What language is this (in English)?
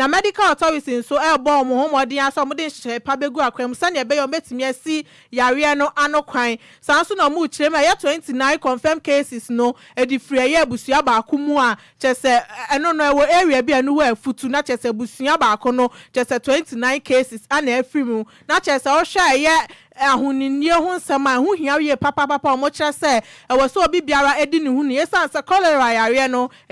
Akan